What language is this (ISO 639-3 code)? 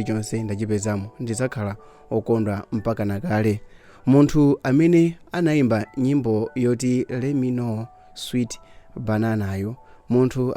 nya